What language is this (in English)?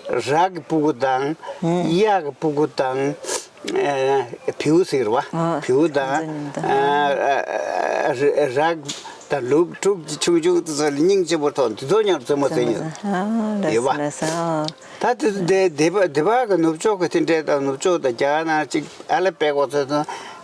Tibetan